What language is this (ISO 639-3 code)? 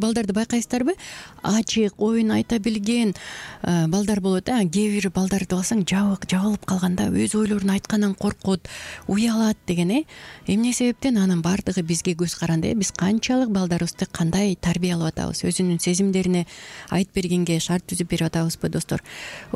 kir